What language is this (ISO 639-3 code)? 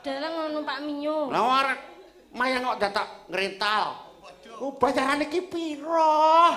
jav